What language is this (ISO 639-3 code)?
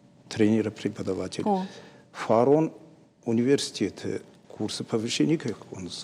oss